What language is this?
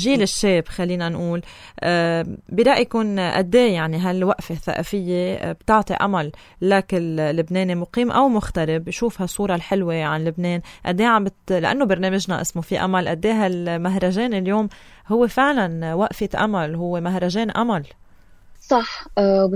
North Levantine Arabic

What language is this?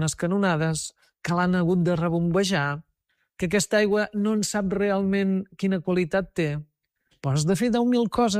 Catalan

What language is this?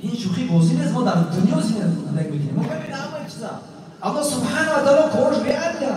Tajik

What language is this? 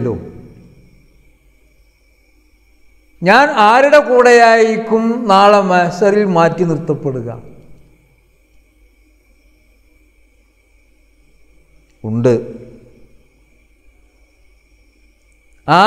Malayalam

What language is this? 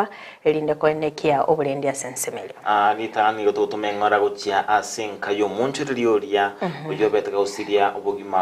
Gusii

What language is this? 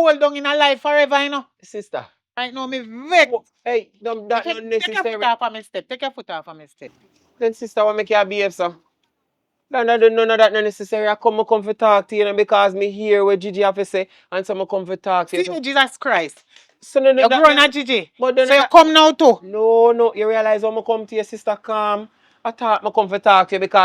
Jamaican Creole English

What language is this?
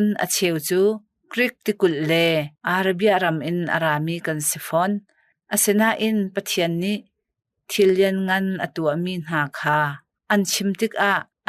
Hakha Chin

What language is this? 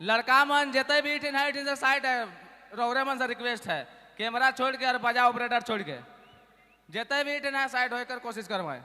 Sadri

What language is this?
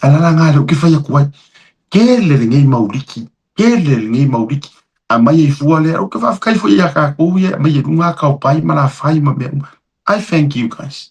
Samoan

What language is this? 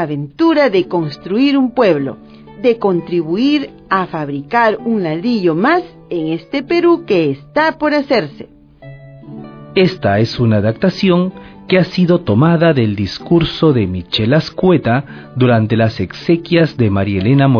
Spanish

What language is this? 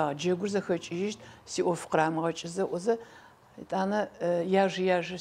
Adyghe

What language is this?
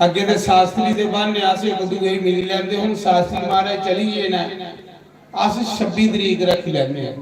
Dogri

